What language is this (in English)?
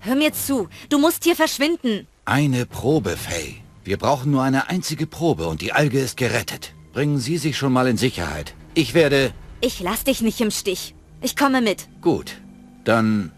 Bavarian